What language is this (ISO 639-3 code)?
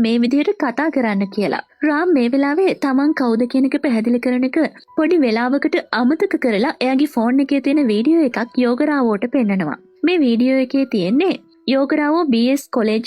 sin